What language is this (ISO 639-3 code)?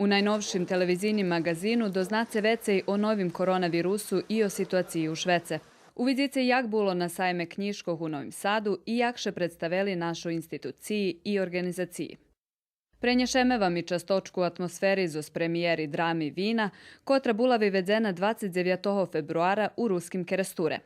rue